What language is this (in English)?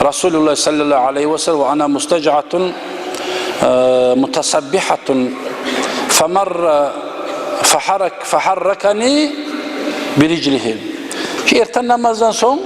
Kumyk